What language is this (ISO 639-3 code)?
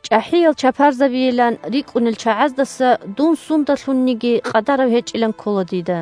ava